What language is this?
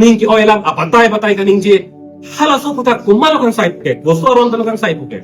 Karbi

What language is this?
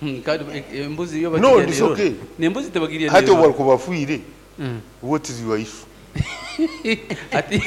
Nyoro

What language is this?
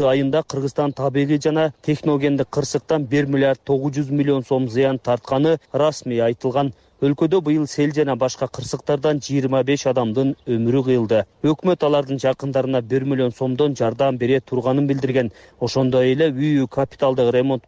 Kyrgyz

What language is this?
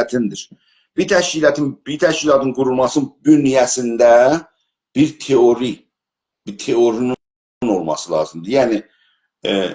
South Azerbaijani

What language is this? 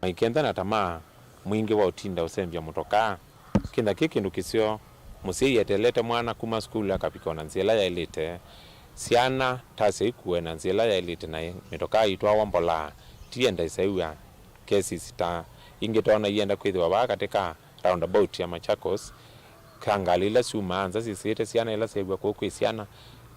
Kamba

